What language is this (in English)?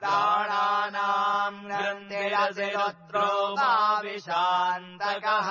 Sanskrit